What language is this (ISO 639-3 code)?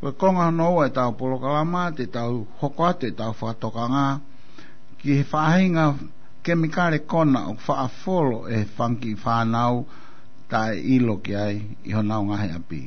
ton